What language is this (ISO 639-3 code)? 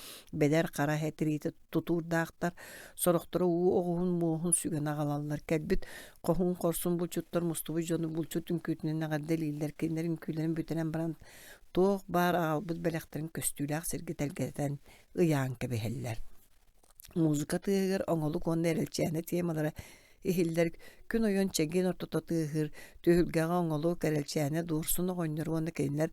sah